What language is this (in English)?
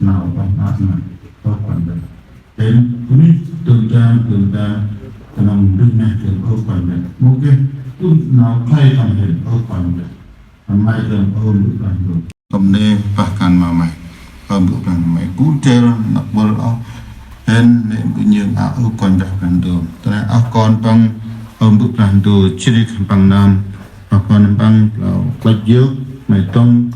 Central Mnong